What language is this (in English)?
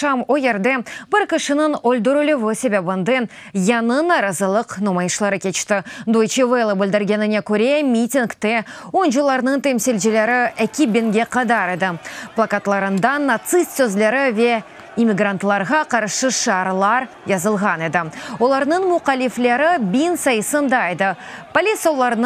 Crimean Tatar